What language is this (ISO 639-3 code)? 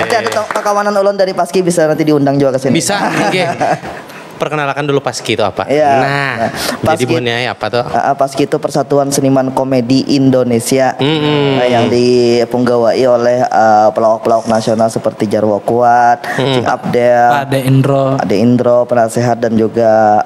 bjn